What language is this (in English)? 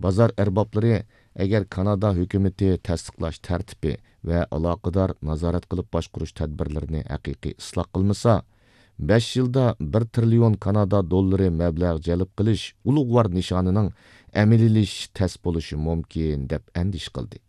Uyghur